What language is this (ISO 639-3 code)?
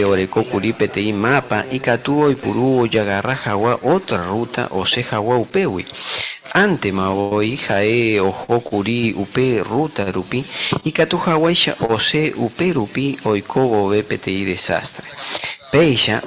grn